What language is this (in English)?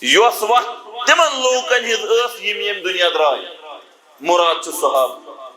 Kashmiri